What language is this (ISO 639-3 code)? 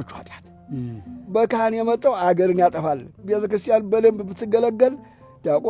amh